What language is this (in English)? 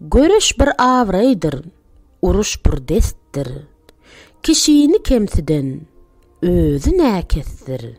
Turkmen